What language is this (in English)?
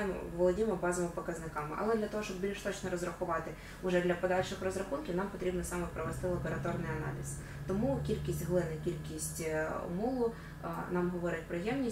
Ukrainian